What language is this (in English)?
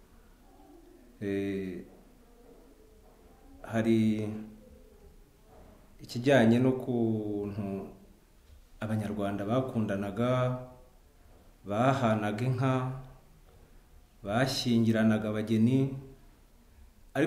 Kinyarwanda